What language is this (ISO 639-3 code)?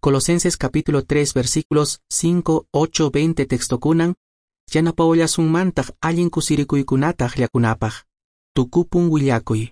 que